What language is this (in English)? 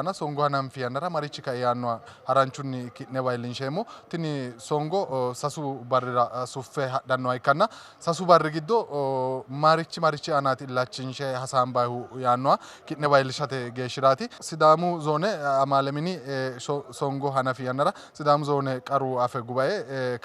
Sidamo